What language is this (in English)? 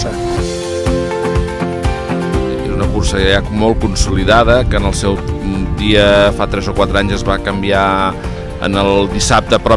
Catalan